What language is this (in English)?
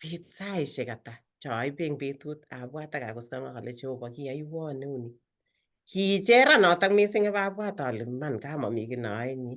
Kalenjin